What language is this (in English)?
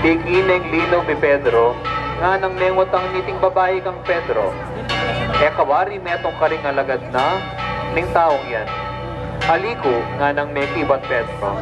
Pampanga